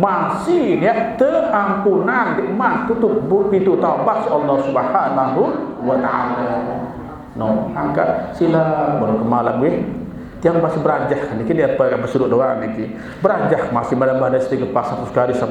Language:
Sasak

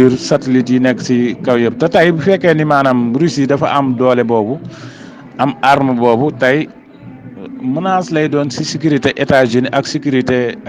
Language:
Wolof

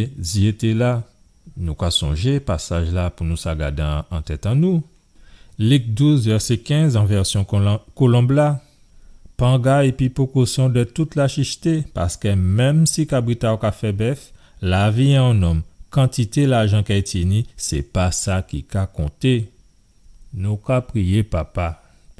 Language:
Guadeloupean Creole French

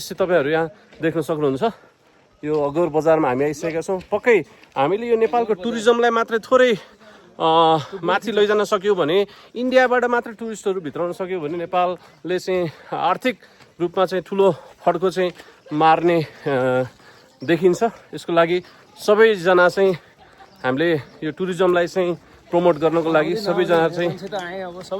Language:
Nepali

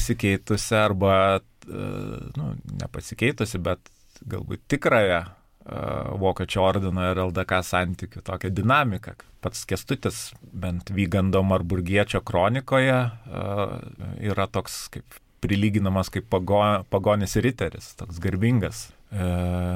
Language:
Lithuanian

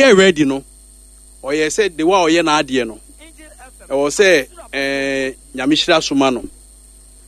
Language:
Akan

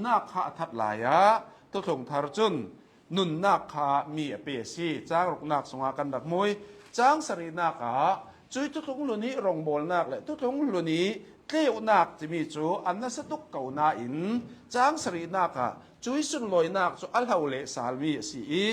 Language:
Hakha Chin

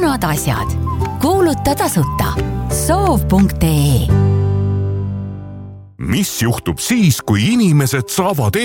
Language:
Estonian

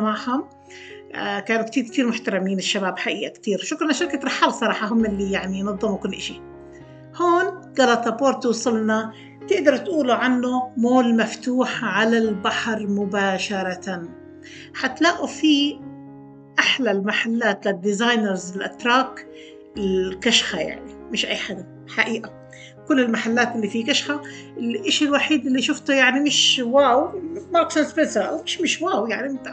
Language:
South Levantine Arabic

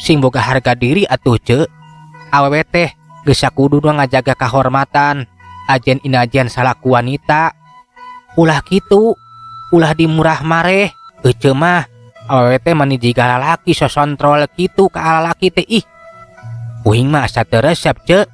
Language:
Sundanese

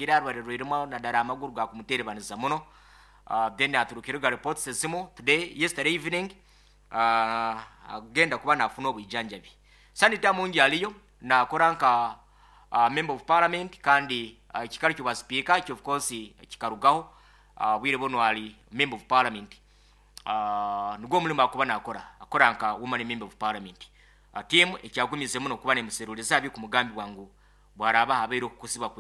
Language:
Nyoro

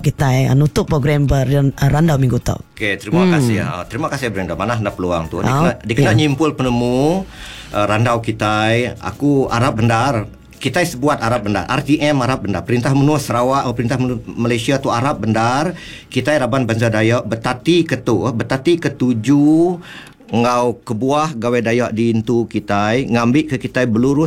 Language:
Iban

